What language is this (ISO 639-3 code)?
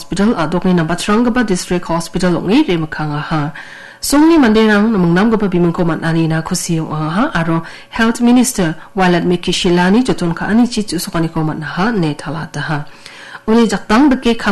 grt